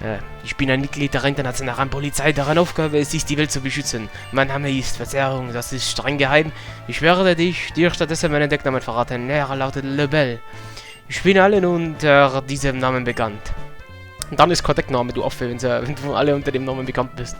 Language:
Bavarian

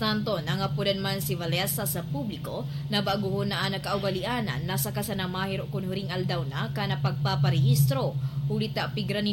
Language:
Bikol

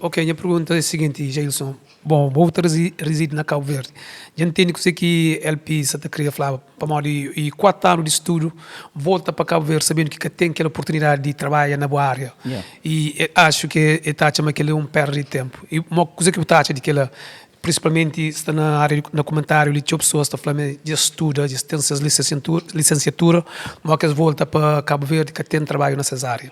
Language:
Kabuverdianu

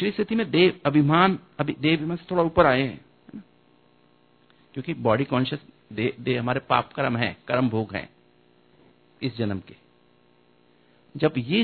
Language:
Hindi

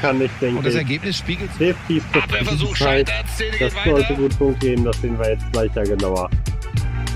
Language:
German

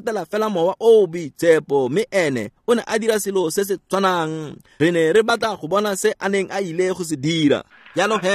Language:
Tswana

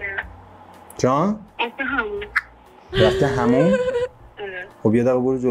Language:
Persian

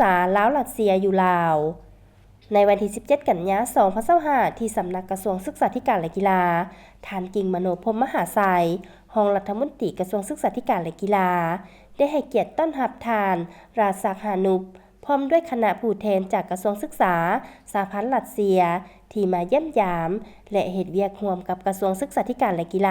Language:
Lao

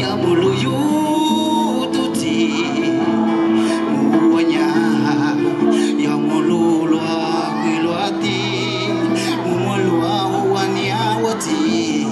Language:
Hmong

